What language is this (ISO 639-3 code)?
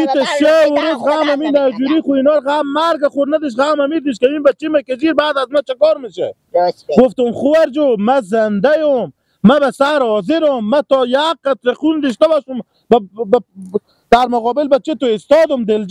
fas